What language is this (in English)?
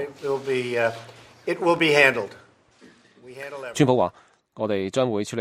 Cantonese